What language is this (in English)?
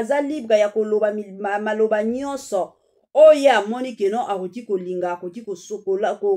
Lingala